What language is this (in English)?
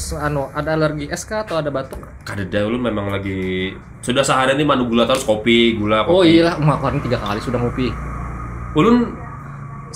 Banjar